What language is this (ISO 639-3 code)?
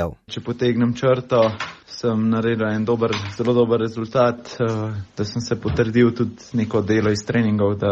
slv